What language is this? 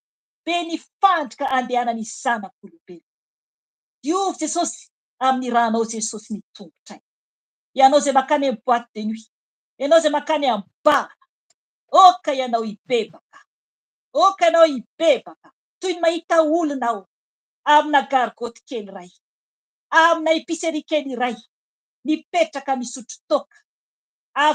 Malagasy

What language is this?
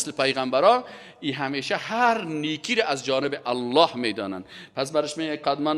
Persian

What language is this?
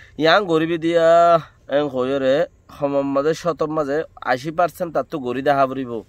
Rohingya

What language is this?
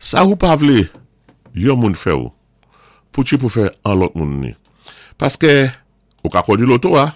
Saint Lucian Creole French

